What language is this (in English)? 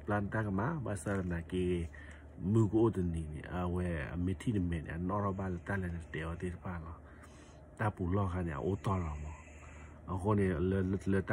S'gaw Karen